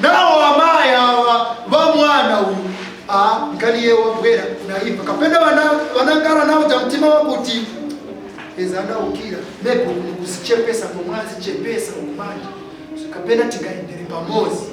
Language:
Nyanja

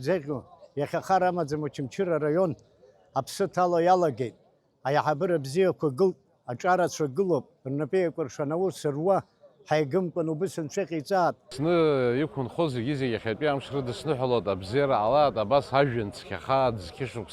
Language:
Abkhazian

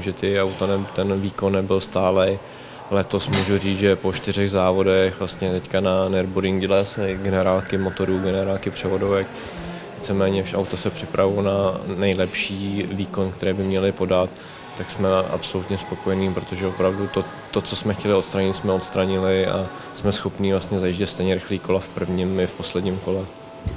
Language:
Czech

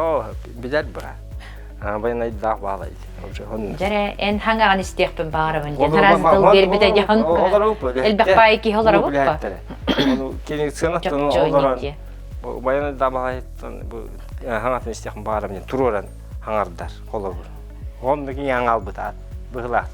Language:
Yakut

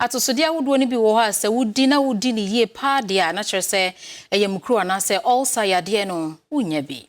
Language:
Akan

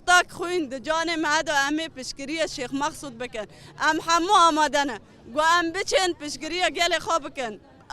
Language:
Kurdish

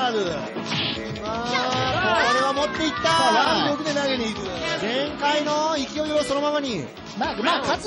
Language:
Japanese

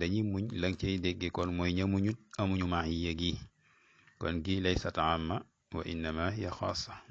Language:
Wolof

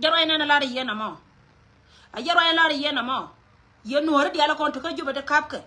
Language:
Nuer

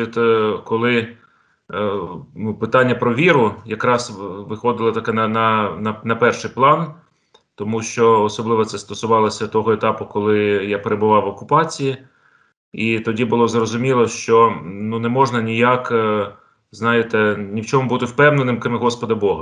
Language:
Ukrainian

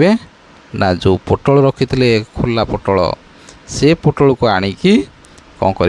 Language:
Odia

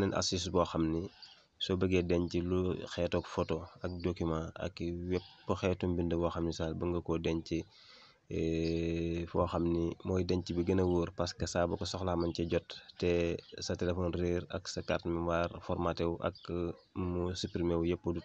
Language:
Wolof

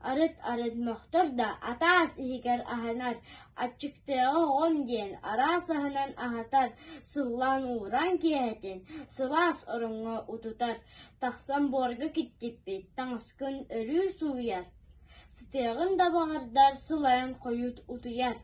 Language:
Yakut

